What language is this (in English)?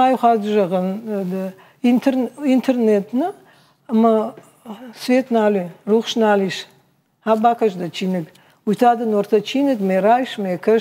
Ossetic